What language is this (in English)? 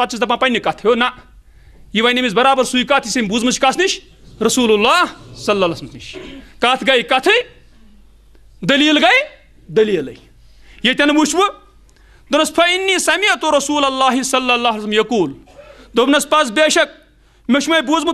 Kashmiri